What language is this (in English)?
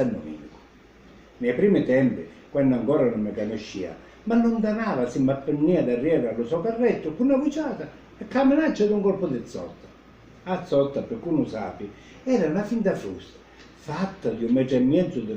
Sicilian